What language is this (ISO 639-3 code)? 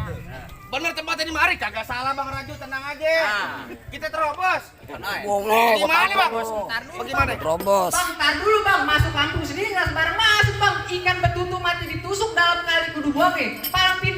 bew